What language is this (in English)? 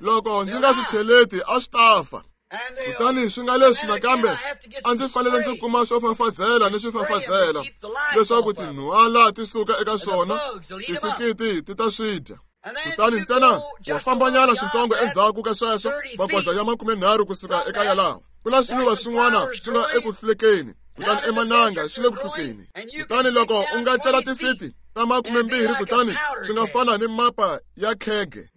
Tsonga